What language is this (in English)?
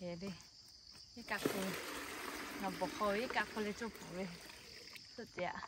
Lahu